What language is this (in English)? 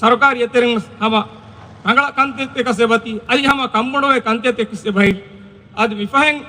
Divehi